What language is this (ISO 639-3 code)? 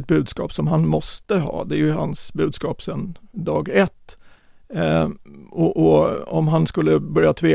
swe